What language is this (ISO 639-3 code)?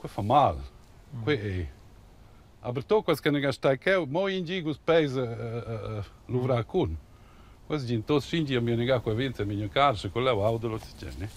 roh